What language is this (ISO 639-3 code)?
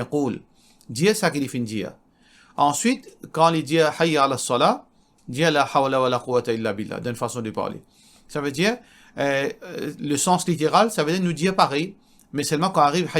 mfe